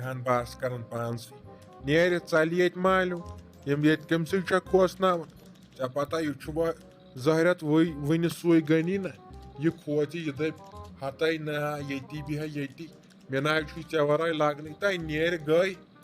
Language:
Kashmiri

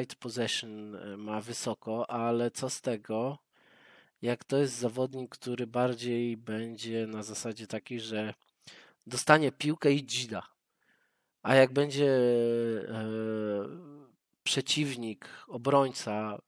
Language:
Polish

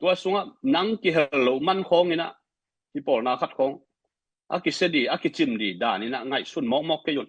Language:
Tedim Chin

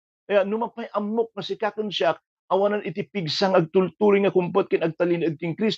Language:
Iloko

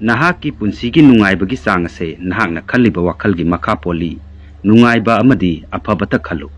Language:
Manipuri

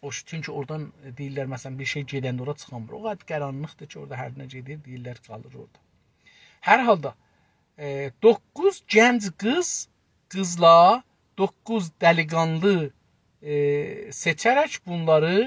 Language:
South Azerbaijani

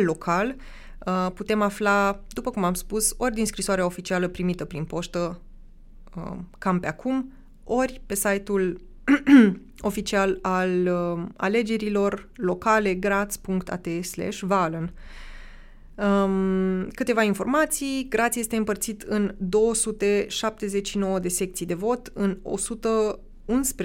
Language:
Romanian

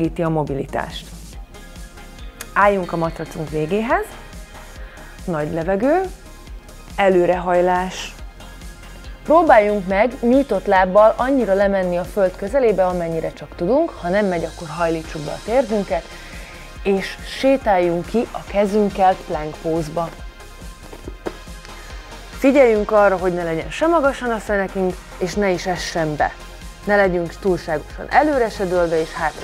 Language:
Hungarian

